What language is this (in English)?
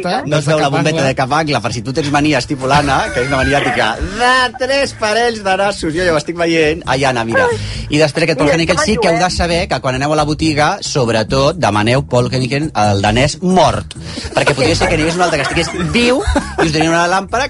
Catalan